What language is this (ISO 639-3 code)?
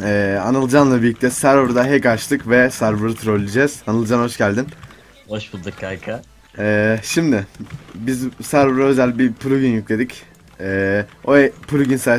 tur